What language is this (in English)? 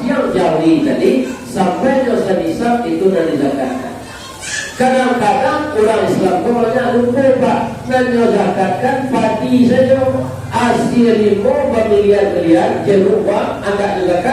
Minangkabau